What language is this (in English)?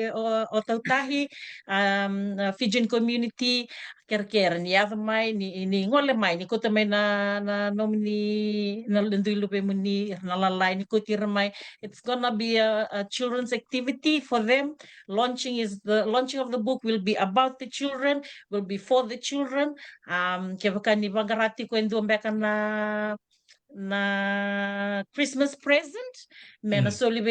Fijian